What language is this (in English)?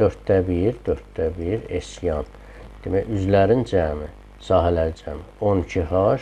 Azerbaijani